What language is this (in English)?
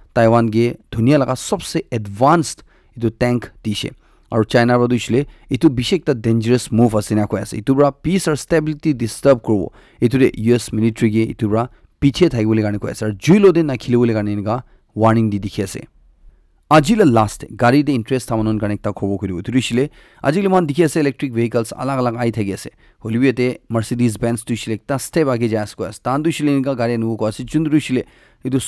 Naga Pidgin